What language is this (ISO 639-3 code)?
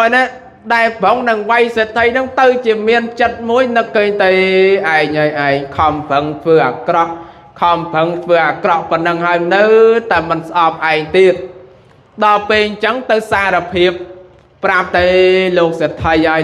khm